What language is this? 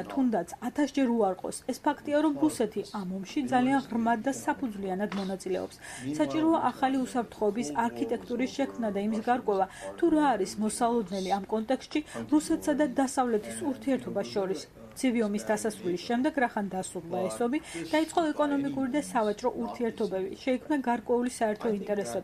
Georgian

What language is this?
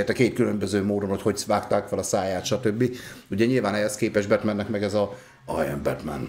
Hungarian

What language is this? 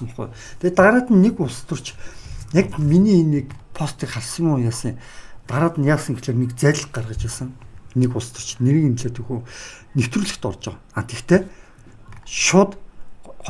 Mongolian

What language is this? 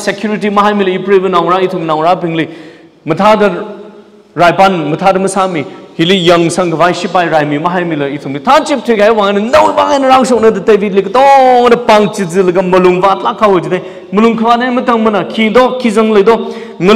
Tangkhul Naga (India)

